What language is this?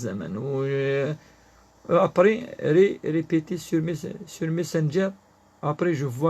Kabyle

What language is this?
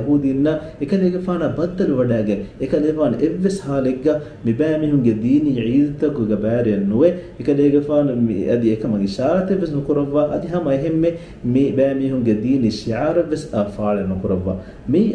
Divehi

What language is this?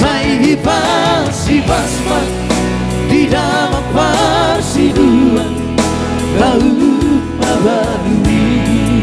Batak Toba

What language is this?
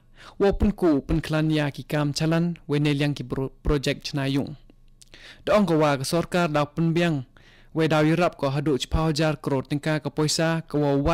Khasi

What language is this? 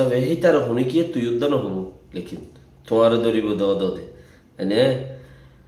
Rohingya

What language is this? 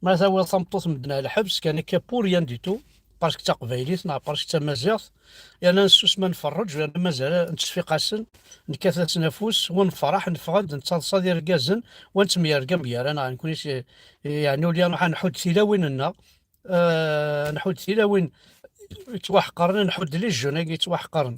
Kabyle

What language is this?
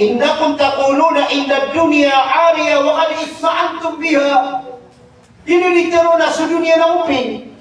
Maranao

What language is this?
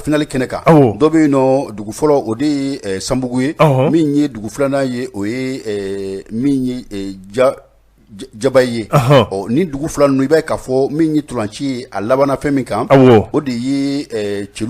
Bambara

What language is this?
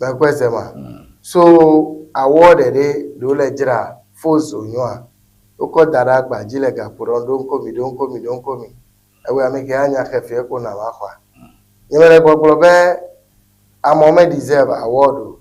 Ewe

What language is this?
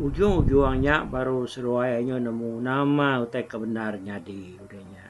Iban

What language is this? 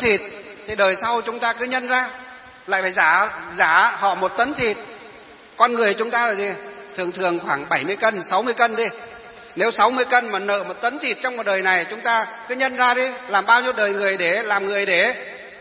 Vietnamese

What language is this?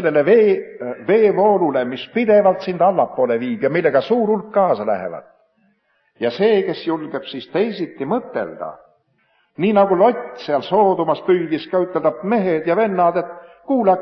Estonian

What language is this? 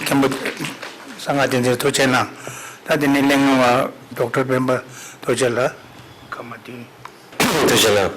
Tibetan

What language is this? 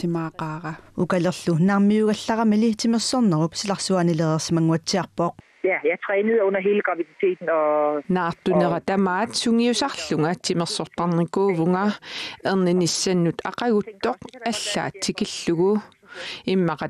Kalaallisut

